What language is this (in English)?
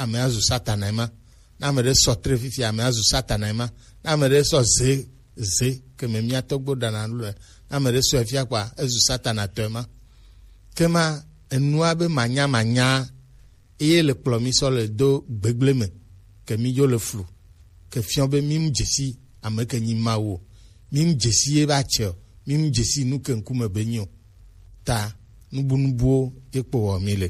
Gen